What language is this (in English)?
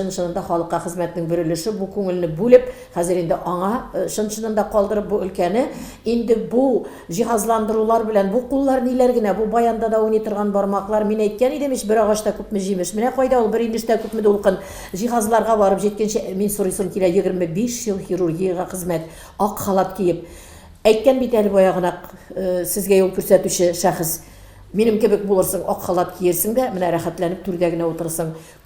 Tatar